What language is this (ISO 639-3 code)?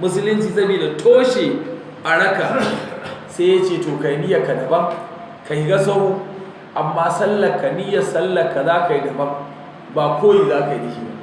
hau